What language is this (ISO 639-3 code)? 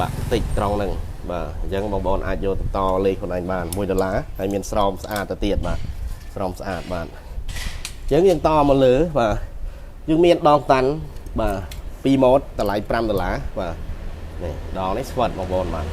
khm